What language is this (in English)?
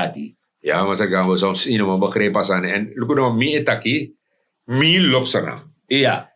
Sranan Tongo